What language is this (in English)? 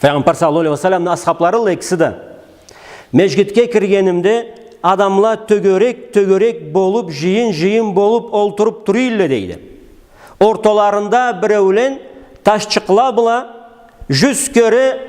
Karachay-Balkar